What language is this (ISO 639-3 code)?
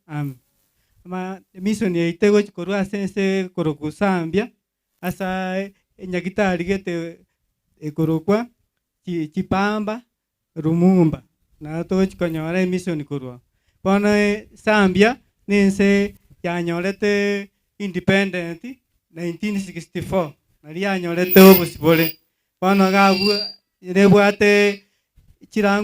guz